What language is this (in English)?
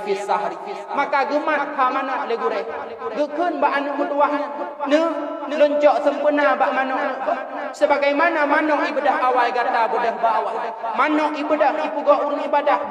Achinese